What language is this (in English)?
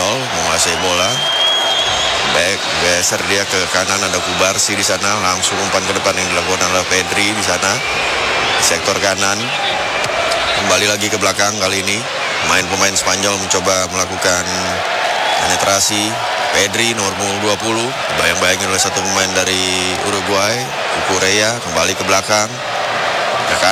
Indonesian